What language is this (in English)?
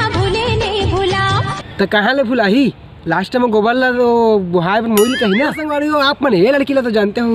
Chhattisgarhi